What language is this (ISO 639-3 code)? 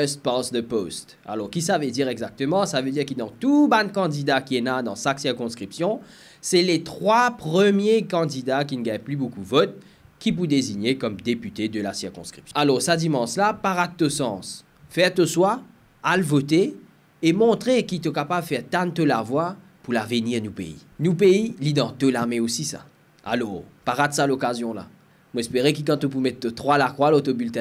mfe